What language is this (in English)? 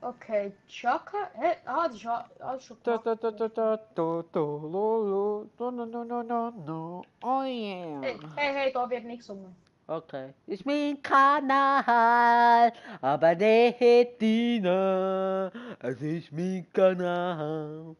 Swiss German